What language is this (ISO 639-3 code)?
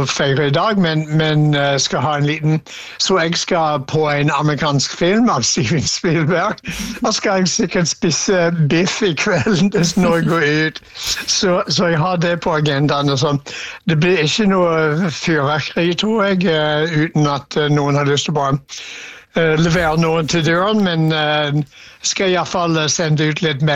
nor